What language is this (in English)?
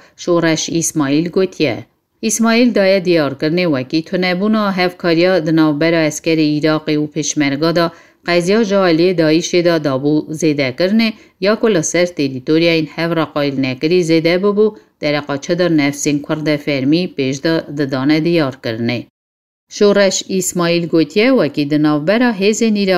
Kurdish